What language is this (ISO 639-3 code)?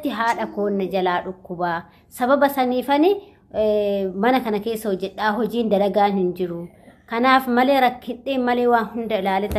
orm